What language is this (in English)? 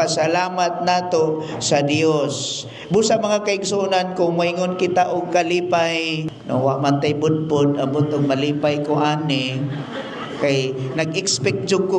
Cebuano